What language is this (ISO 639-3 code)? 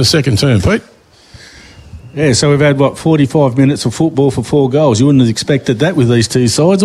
eng